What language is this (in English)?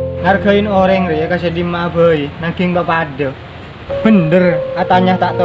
Madurese